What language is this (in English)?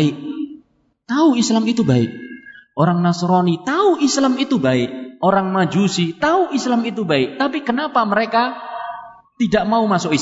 Indonesian